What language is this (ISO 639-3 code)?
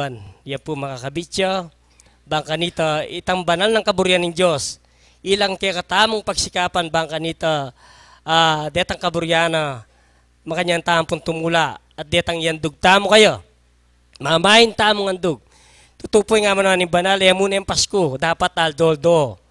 pam